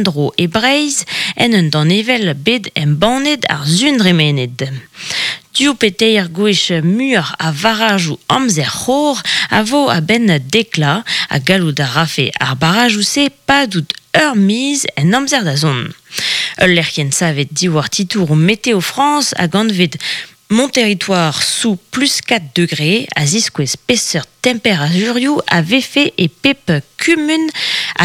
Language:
Breton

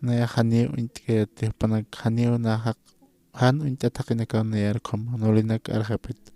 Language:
Aymara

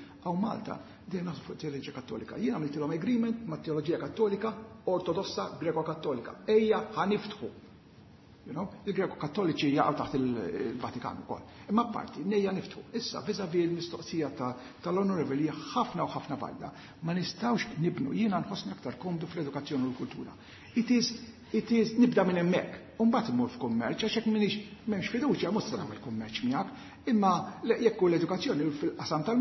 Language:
Maltese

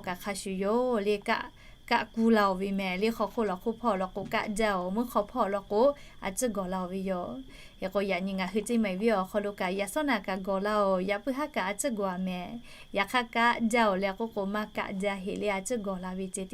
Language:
Lahu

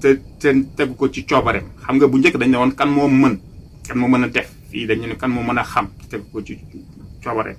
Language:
Wolof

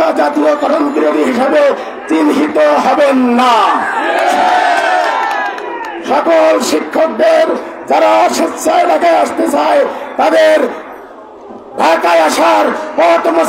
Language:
Bangla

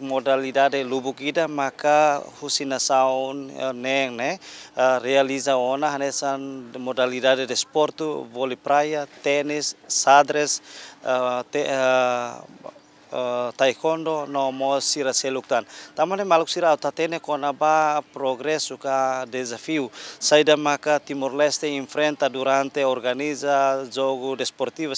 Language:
Tetum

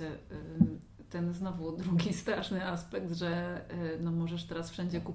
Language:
Polish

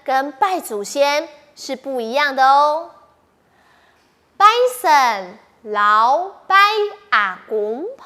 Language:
Hakka Chinese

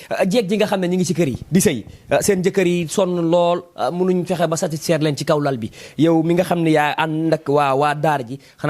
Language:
Wolof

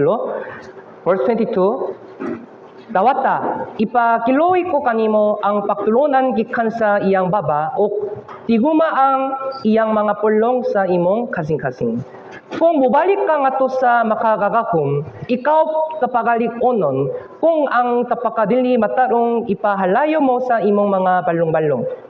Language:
Cebuano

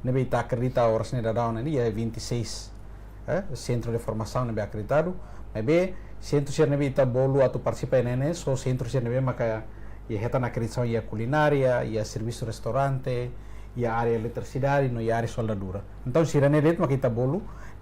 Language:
Tetum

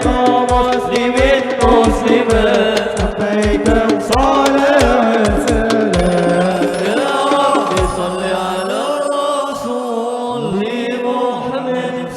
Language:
Banjar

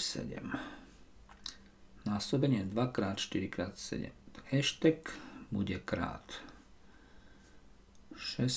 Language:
Slovak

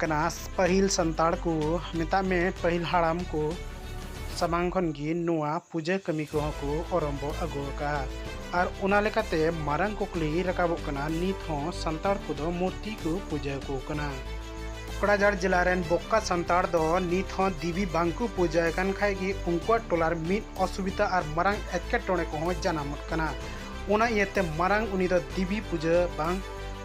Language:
Santali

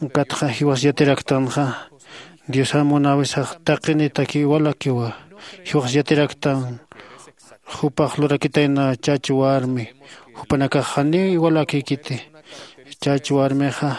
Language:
Aymara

